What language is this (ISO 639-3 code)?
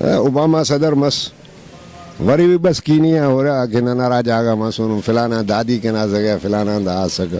brh